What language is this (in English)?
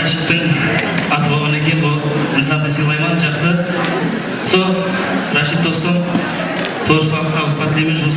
Kara-Kalpak